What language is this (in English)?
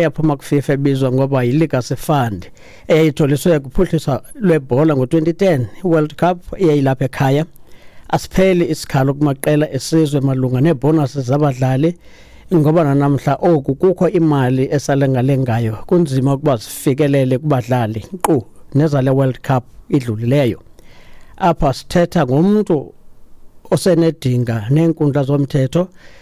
Xhosa